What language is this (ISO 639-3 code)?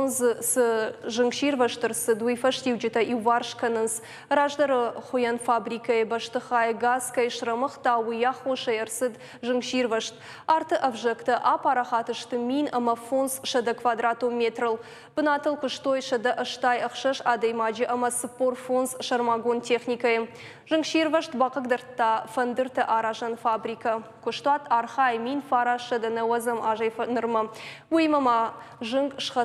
oss